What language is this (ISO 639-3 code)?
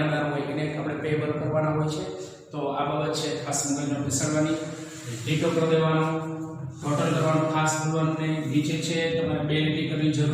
guj